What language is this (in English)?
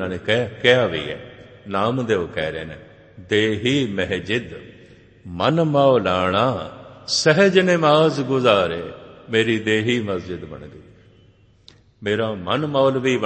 Punjabi